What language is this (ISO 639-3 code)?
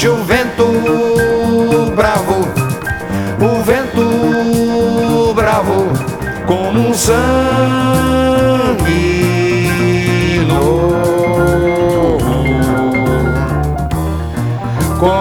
por